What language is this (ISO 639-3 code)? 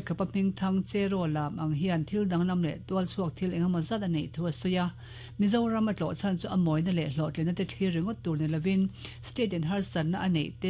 lus